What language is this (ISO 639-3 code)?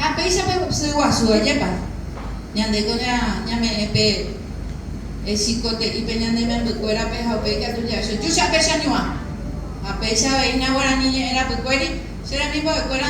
grn